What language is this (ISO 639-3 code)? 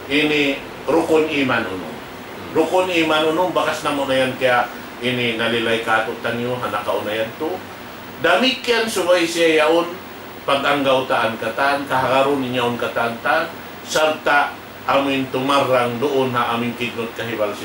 tsg